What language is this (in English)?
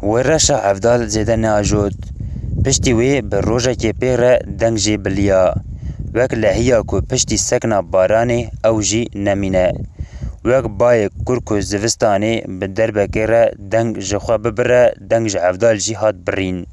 Kurdish